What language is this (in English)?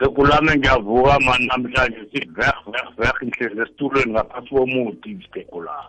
South Ndebele